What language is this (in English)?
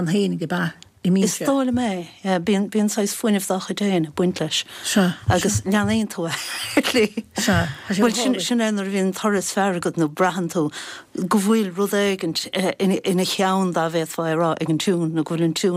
Irish